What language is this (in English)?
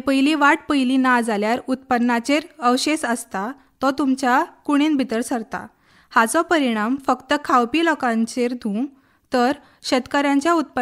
Konkani